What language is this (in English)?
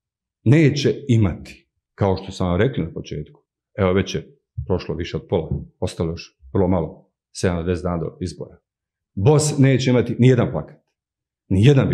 Bosnian